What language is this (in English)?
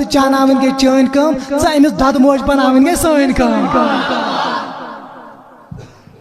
Kashmiri